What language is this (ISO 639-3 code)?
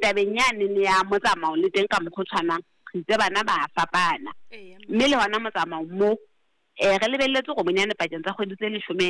sot